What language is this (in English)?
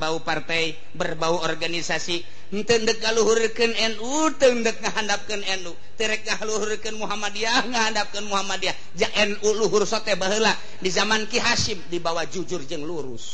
Sundanese